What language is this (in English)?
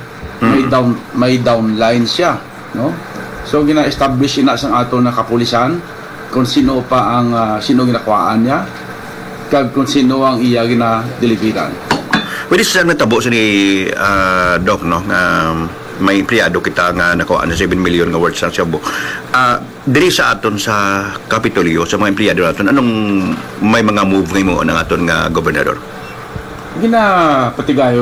Hiligaynon